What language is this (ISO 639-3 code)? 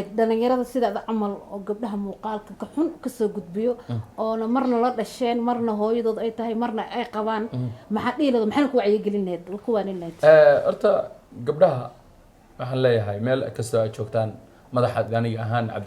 som